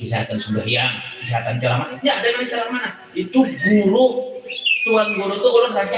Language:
Banjar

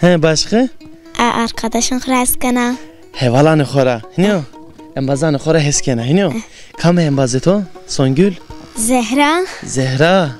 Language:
Zaza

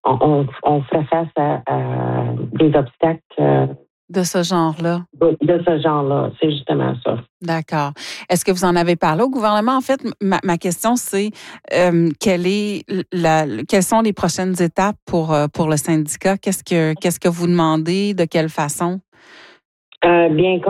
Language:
French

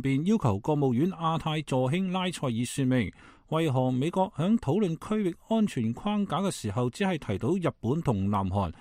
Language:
Cantonese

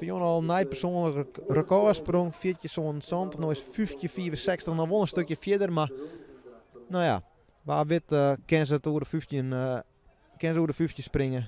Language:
Western Frisian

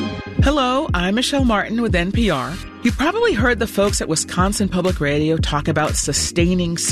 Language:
English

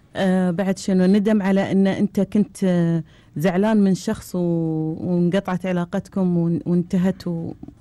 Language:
Gulf Arabic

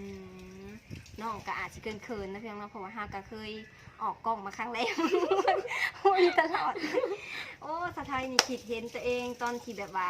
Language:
Lao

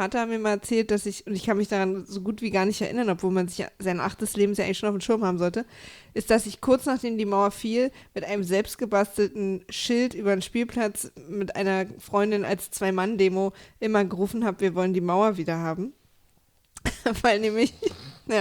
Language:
German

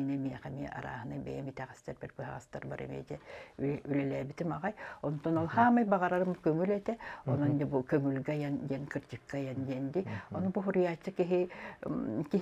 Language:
Yakut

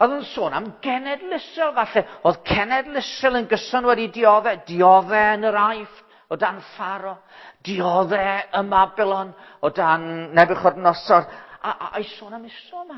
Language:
Welsh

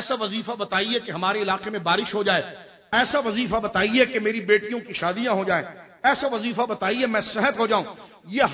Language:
Urdu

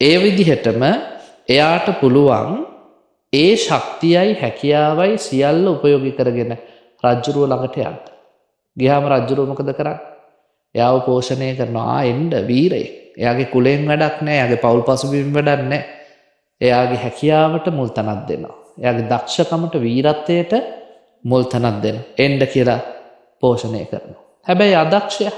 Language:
Sinhala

